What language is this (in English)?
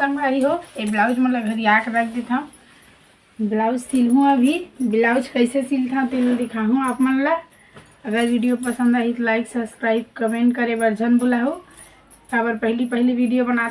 Chhattisgarhi